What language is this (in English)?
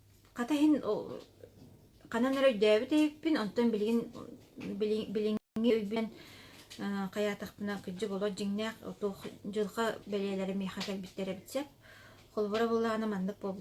Yakut